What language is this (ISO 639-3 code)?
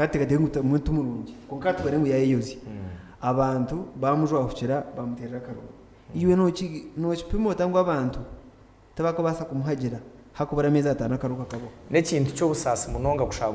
nyn